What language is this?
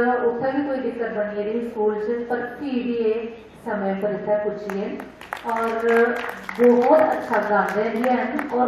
Dogri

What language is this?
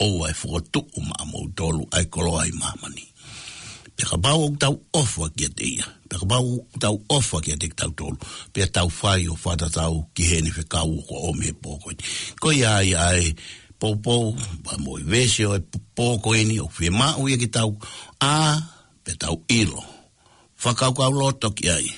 Tongan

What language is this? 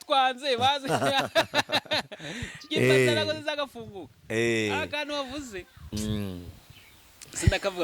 Kinyarwanda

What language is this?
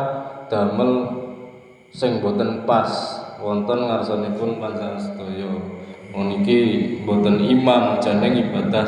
Javanese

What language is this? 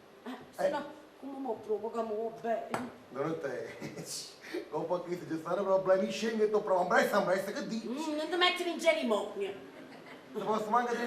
Neapolitan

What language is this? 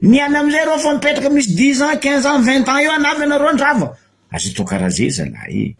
Malagasy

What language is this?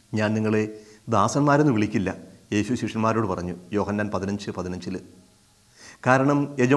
Malayalam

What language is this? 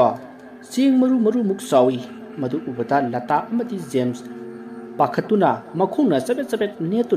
Manipuri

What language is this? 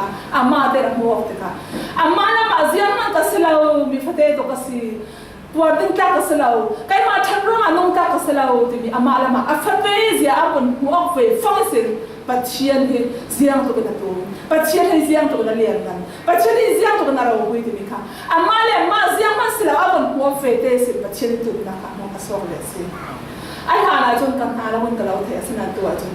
Falam Chin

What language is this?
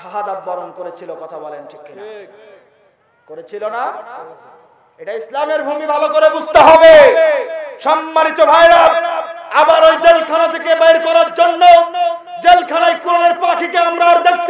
Bangla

